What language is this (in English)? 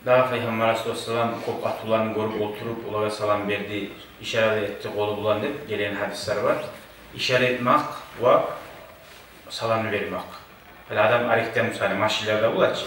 Kumyk